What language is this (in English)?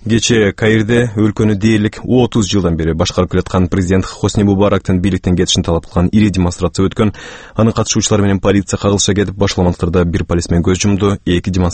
Kyrgyz